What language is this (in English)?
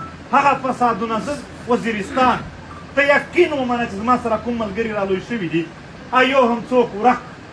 Pashto